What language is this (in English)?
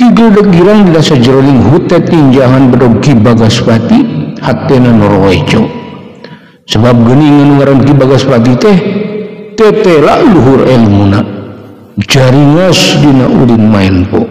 Sundanese